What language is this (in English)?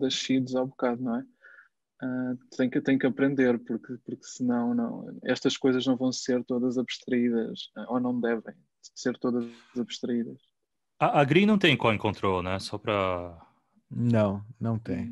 Portuguese